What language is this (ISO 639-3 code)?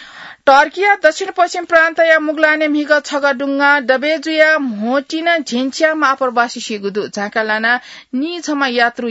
new